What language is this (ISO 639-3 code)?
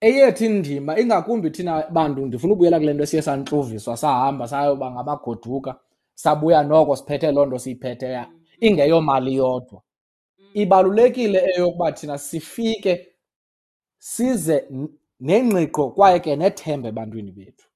xho